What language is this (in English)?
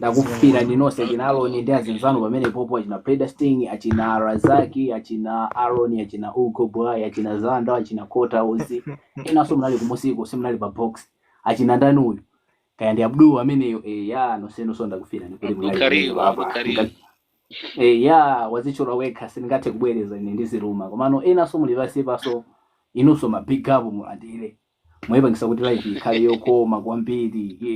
Nyanja